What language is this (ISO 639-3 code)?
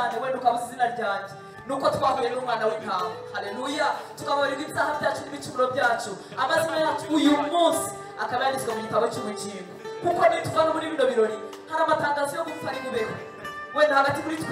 kin